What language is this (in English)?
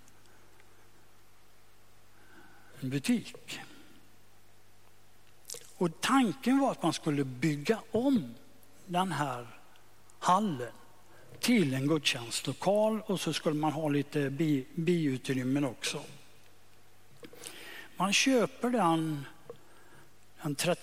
Swedish